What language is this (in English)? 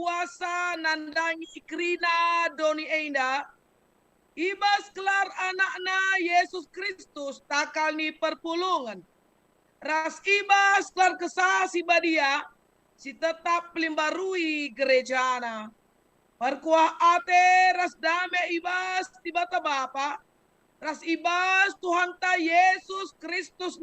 Batak Karo